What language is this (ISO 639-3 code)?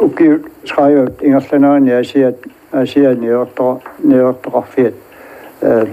kal